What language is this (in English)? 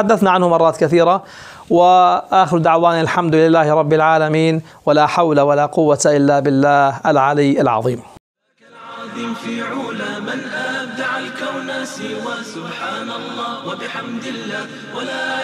Arabic